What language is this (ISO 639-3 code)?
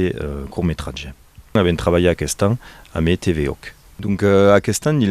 oci